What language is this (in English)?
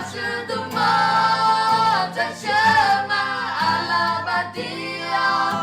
Akha